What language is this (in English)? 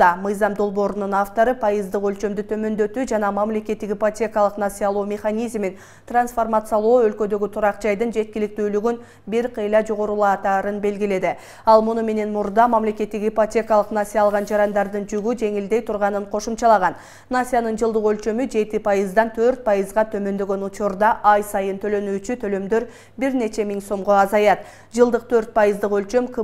Kyrgyz